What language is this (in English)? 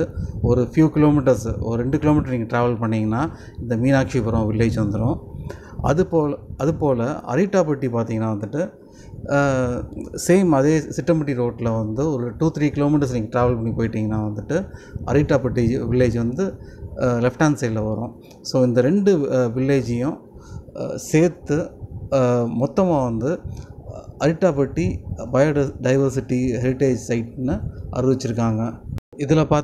Tamil